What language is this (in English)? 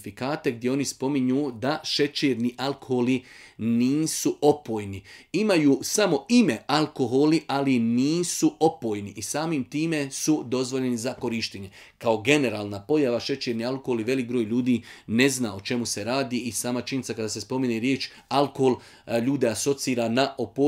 Bosnian